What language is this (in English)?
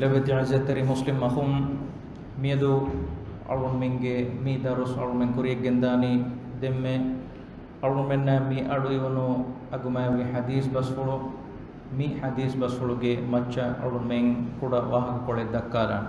Divehi